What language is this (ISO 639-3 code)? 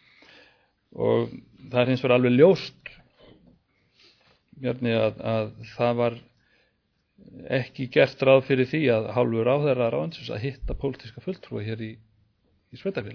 isl